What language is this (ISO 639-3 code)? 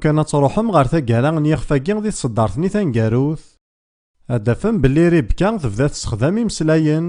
kab